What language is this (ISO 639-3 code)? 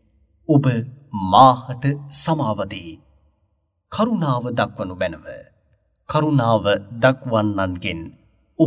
sin